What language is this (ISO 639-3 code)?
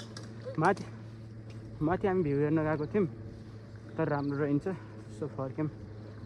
nep